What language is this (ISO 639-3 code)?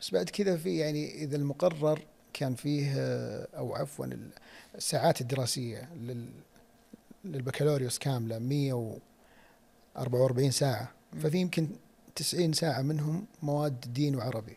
ars